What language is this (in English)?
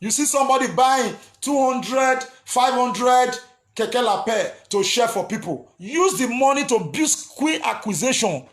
Nigerian Pidgin